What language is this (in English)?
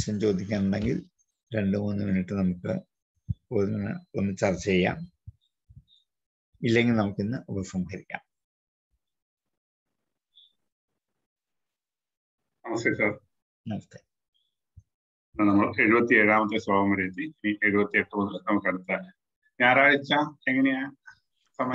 Malayalam